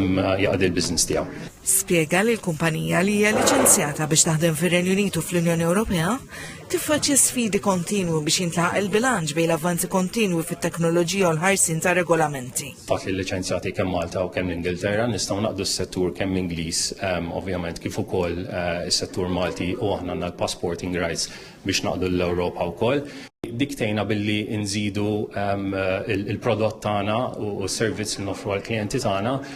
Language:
Maltese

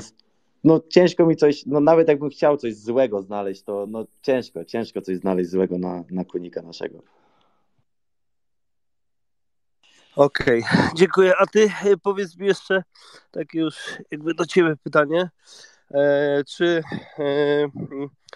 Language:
Polish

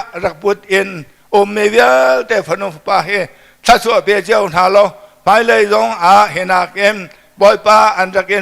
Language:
Hakha Chin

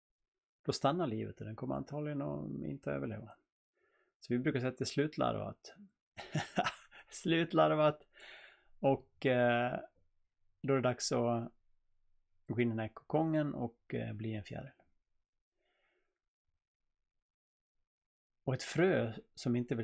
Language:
Swedish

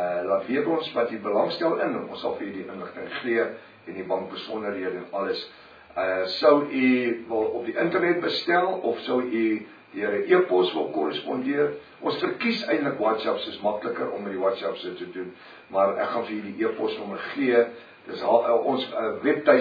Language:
Afrikaans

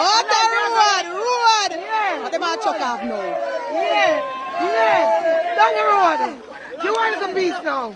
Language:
Jamaican Creole English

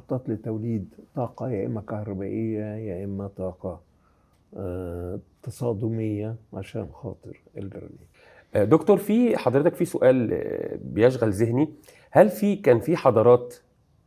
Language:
Egyptian Arabic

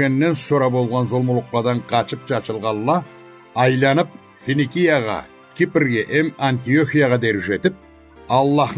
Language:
Karachay-Balkar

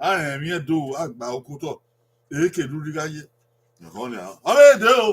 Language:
Bini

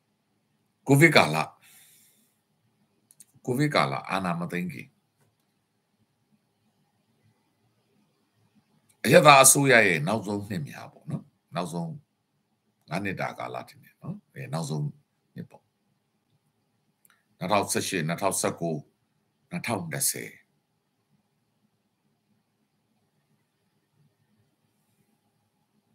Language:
Burmese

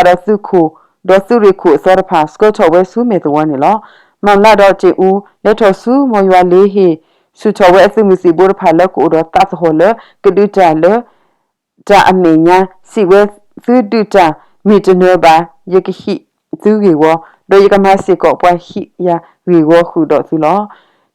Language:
S'gaw Karen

